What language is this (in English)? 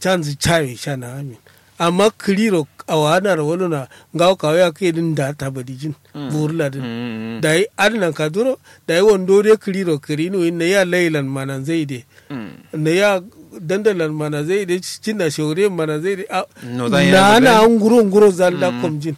Kanuri